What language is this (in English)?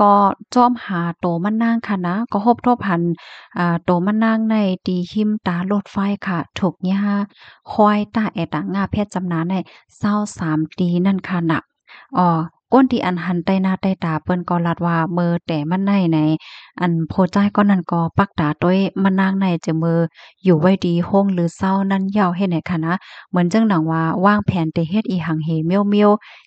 Shan